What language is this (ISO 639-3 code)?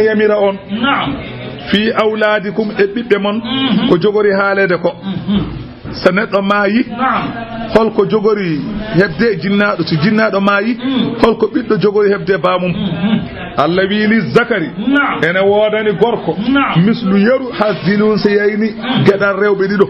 ful